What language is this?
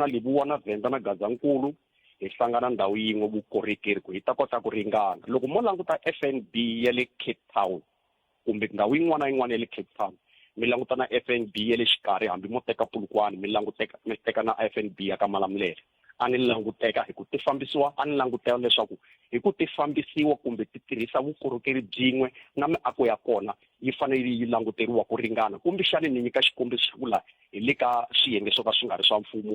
Tsonga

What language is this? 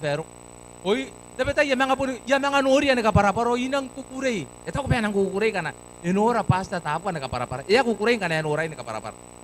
Gilbertese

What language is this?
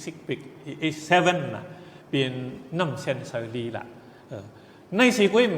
Shan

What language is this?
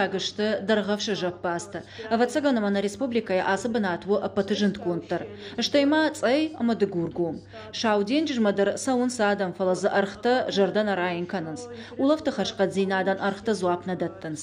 Ossetic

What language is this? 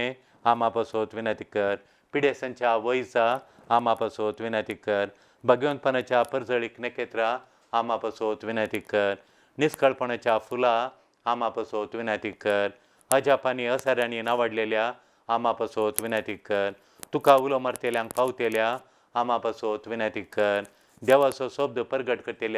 Konkani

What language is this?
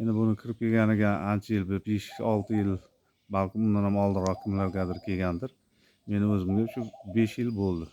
Uzbek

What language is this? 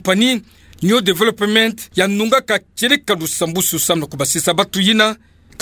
Kituba (Democratic Republic of Congo)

